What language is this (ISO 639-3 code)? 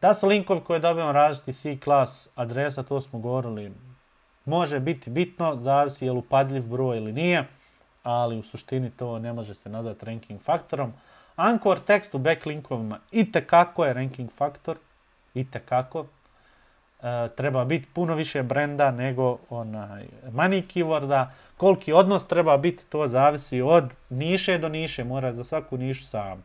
bos